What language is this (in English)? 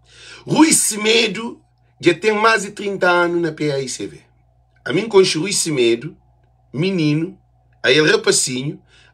Kabuverdianu